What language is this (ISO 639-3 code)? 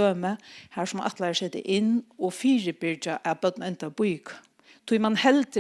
fao